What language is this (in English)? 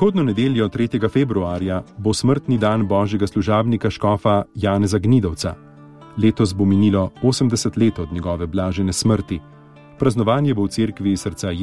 Slovenian